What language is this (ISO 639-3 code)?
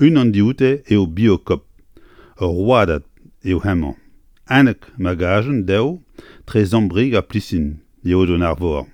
bre